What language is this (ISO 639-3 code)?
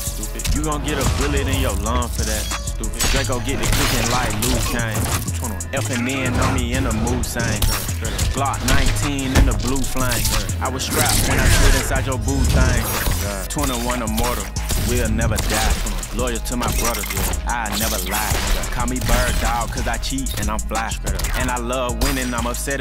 eng